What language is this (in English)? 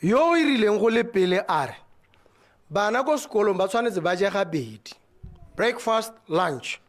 Tswana